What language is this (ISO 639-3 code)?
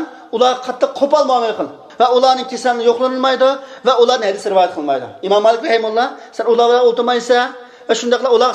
uig